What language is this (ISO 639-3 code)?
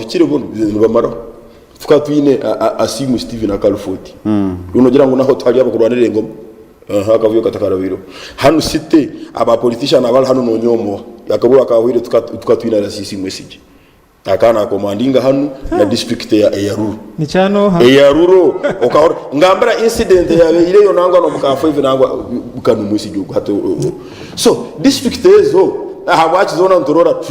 nyn